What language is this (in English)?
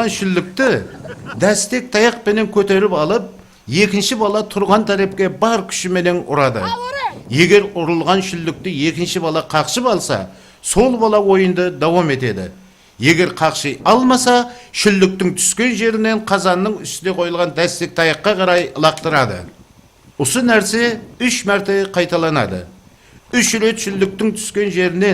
Kara-Kalpak